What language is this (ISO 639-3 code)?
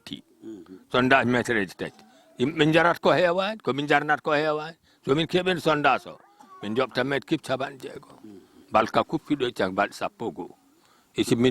ful